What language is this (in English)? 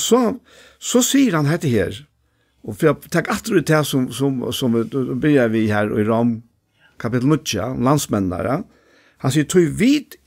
Faroese